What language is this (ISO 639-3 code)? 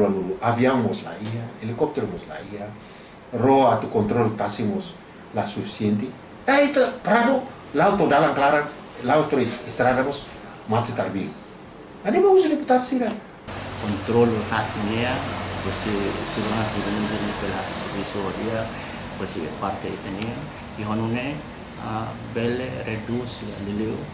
tet